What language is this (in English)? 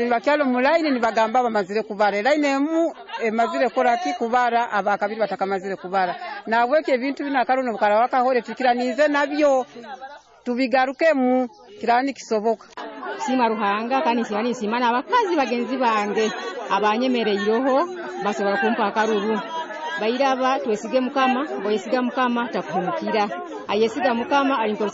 Nyoro